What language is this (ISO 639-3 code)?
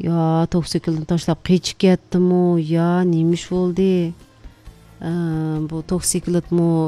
uig